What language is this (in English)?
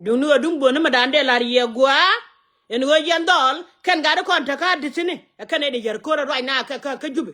Nuer